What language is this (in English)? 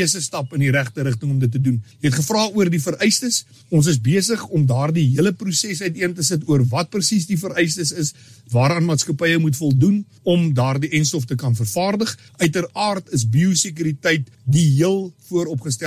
Afrikaans